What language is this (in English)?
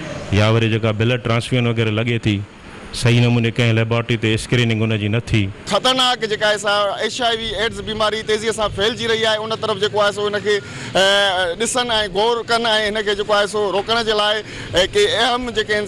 Sindhi